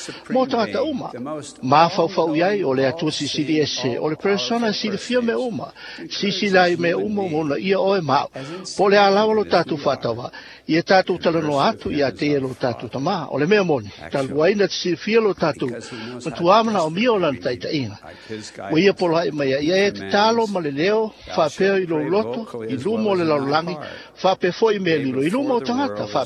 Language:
Samoan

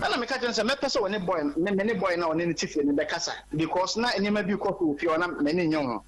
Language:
Akan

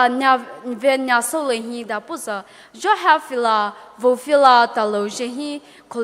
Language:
Poumei Naga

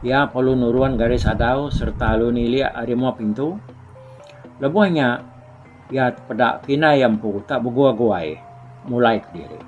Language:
Iban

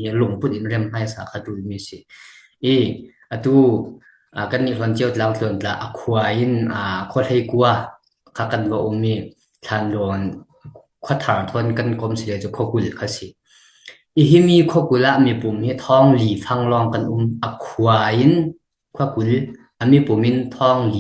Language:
Falam Chin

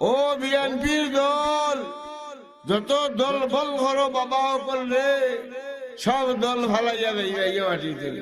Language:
Sylheti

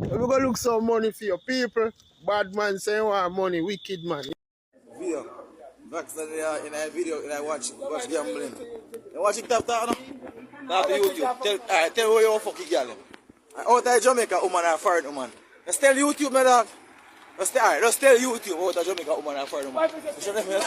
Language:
Jamaican Creole English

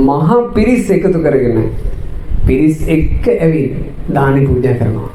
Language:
Sinhala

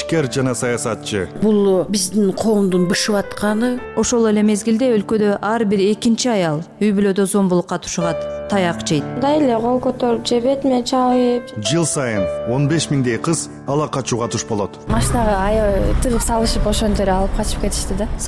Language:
Kyrgyz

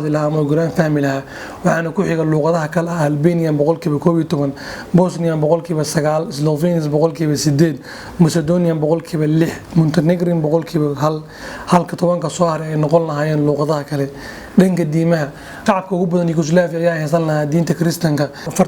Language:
Somali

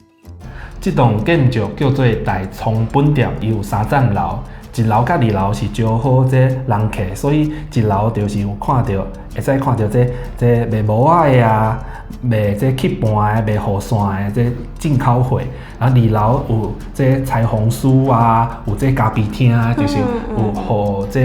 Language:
Min Nan Chinese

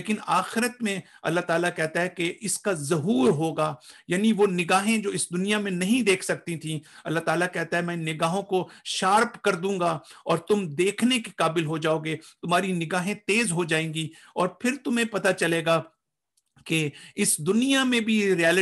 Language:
Urdu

